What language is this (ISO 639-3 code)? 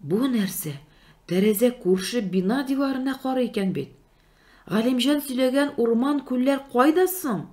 tat